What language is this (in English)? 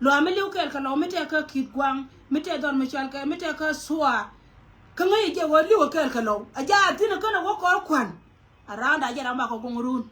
Nuer